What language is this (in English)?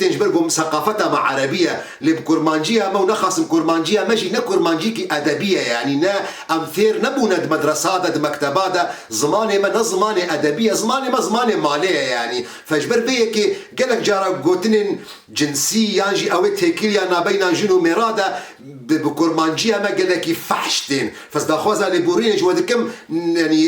Kurdish